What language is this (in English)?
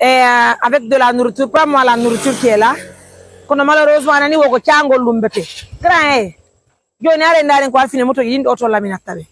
Fula